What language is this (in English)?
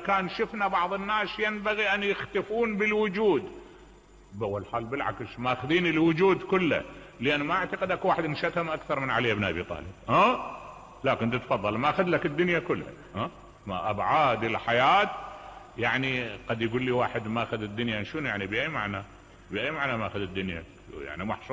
Mesopotamian Arabic